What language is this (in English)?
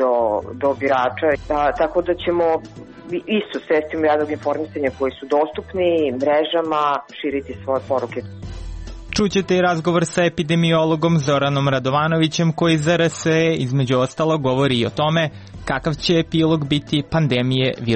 Serbian